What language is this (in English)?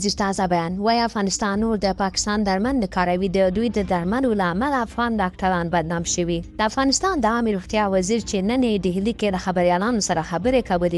Pashto